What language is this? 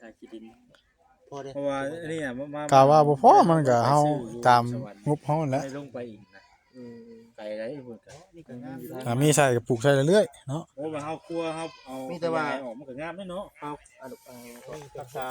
Northeastern Thai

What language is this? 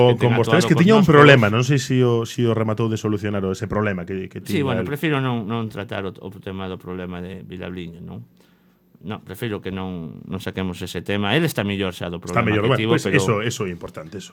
Galician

